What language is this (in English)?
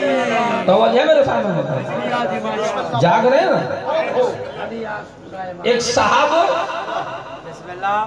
Urdu